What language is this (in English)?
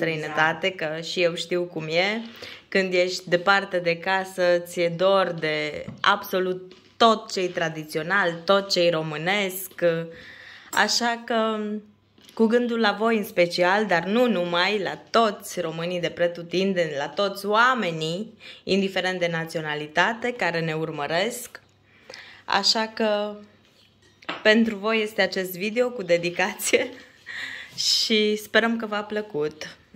Romanian